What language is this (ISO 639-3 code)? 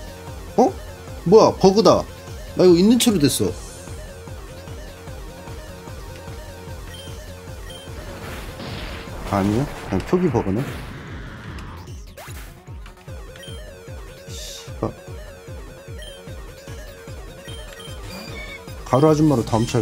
kor